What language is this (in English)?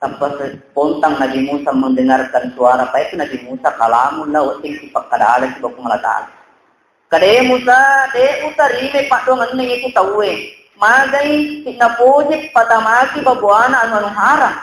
Buginese